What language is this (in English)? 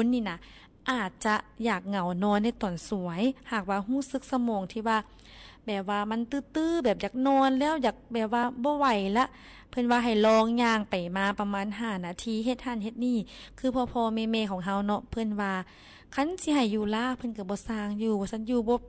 Lao